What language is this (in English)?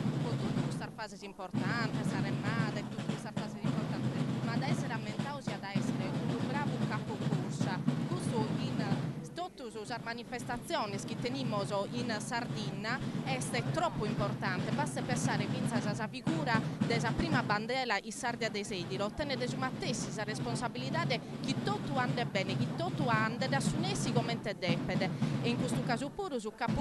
Sardinian